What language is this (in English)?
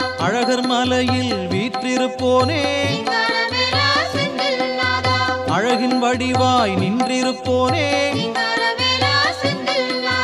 Tamil